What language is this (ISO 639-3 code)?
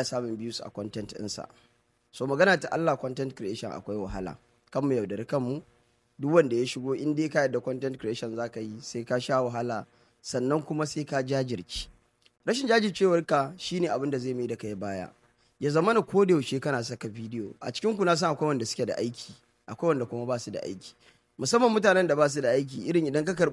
hau